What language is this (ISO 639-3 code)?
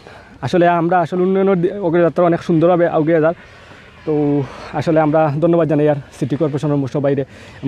syl